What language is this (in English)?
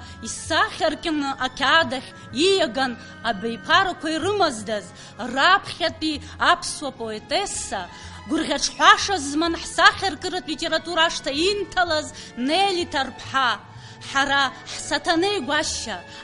Abkhazian